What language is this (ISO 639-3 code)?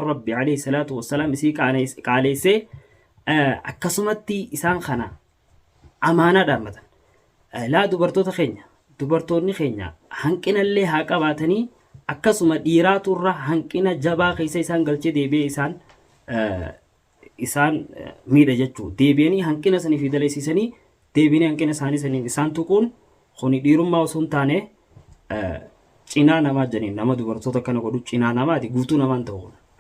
orm